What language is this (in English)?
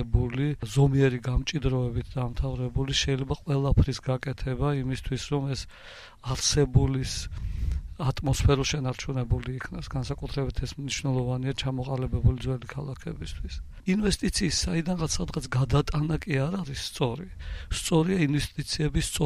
Georgian